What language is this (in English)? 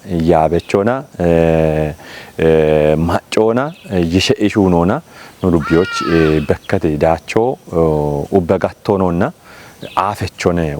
Kafa